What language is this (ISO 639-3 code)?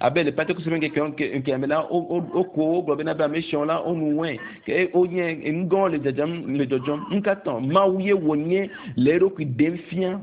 ewe